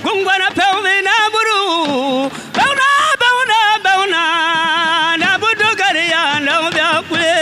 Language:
Dagbani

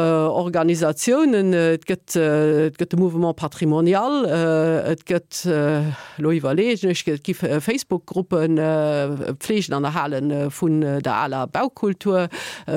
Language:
Luxembourgish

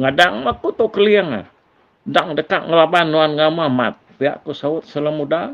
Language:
Iban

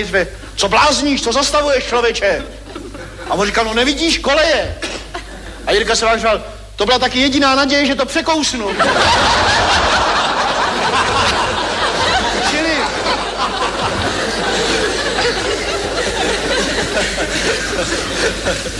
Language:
Czech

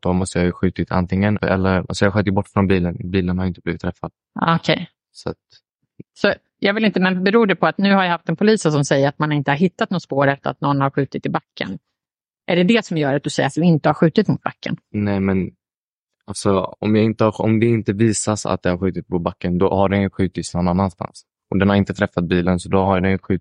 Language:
Swedish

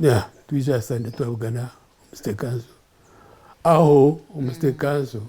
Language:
Nyankole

